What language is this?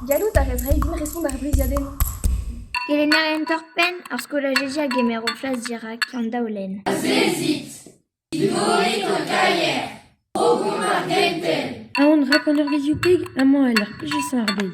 Breton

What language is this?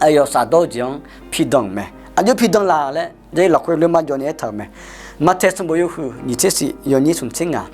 Akha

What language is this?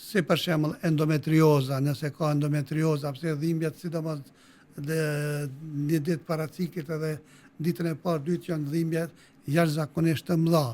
Albanian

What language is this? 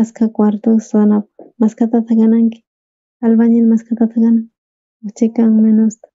South Bolivian Quechua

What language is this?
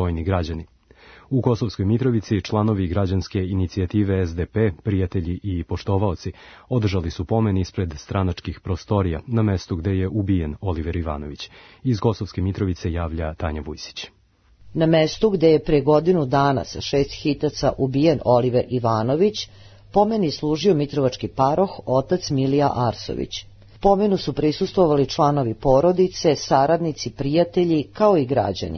Serbian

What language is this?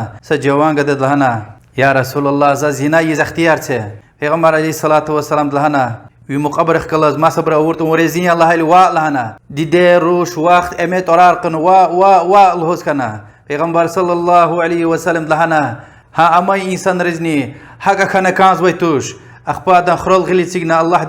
Lezghian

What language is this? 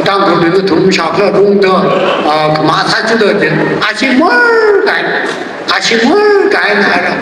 Tangkhul Naga (India)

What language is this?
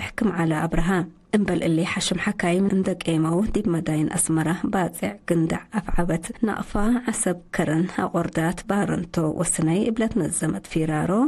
Tigre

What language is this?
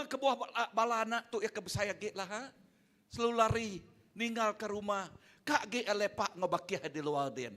Iban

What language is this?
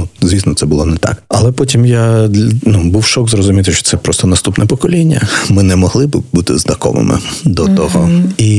Ukrainian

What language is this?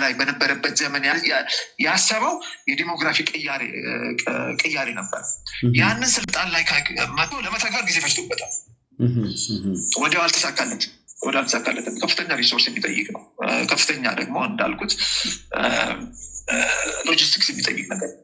Amharic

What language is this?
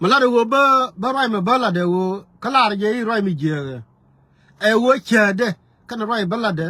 Nuer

